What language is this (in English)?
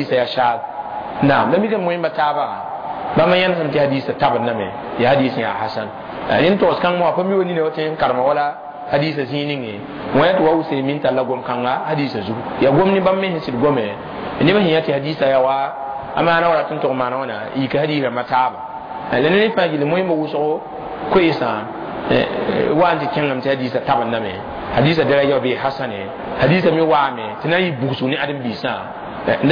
Mossi